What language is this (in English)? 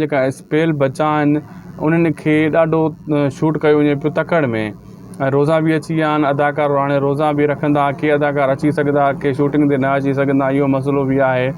Sindhi